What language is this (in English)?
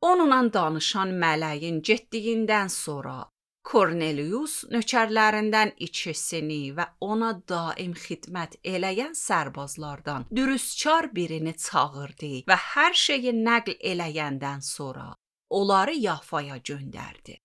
Azerbaijani